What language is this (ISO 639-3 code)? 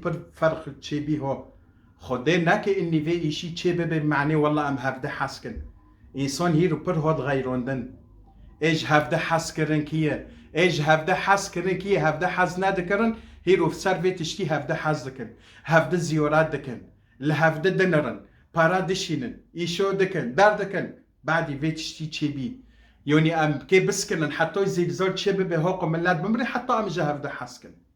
kur